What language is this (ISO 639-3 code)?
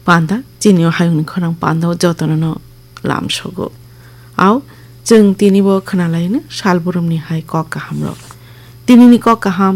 trp